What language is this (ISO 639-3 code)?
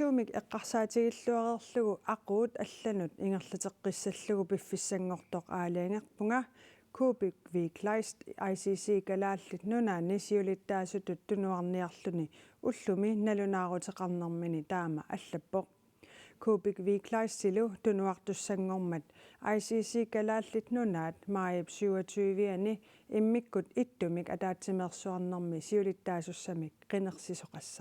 kal